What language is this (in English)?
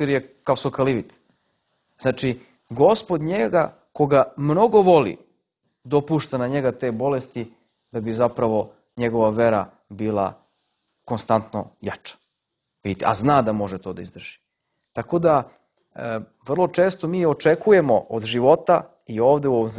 Serbian